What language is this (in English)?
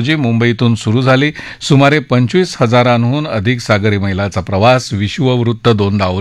Marathi